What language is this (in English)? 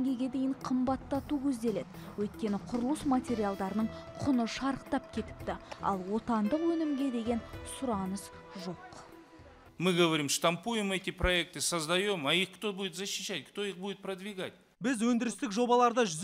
Kazakh